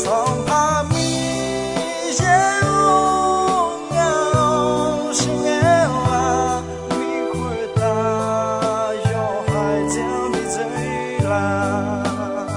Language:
Akha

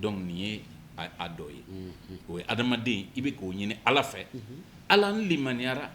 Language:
Bambara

